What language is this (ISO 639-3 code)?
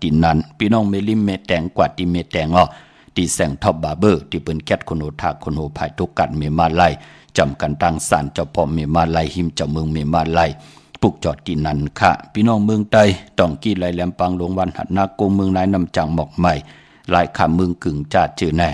shn